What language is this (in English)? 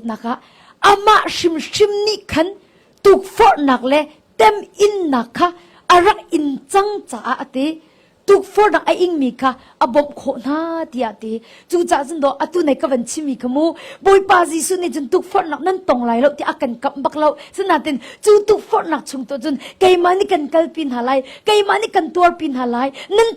Hakha Chin